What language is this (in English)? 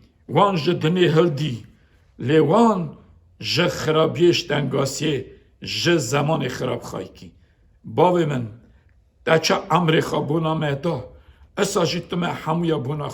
Kurdish